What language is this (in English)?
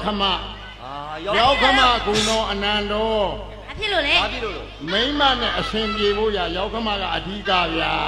Burmese